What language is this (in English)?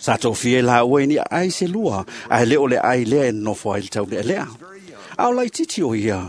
Samoan